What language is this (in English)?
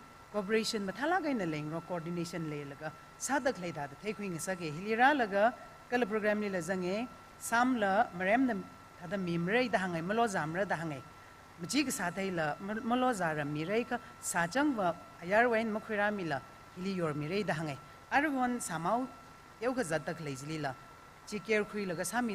Tangkhul Naga (India)